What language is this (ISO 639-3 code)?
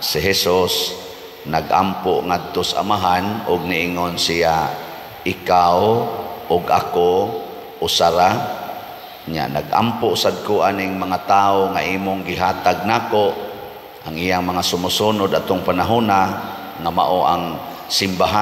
ceb